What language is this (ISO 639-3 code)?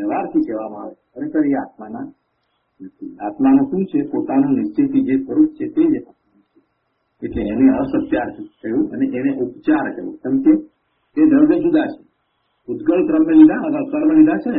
guj